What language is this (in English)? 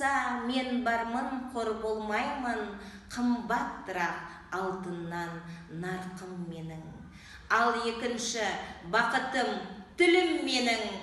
Kazakh